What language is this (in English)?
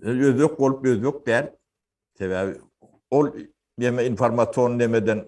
Turkmen